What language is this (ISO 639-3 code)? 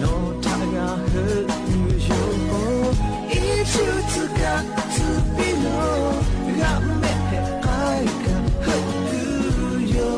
lhu